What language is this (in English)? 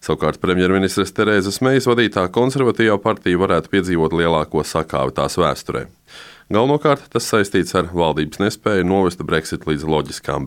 Latvian